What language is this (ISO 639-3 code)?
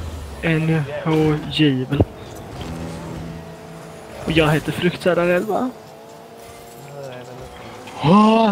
swe